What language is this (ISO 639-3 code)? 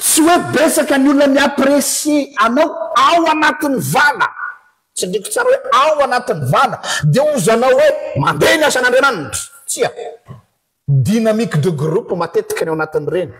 mlg